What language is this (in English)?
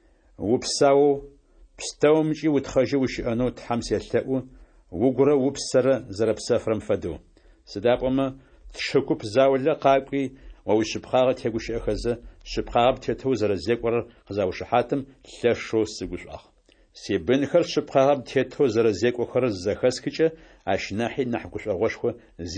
Adyghe